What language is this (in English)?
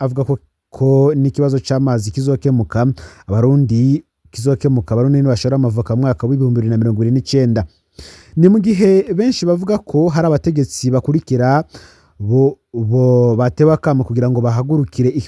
Rundi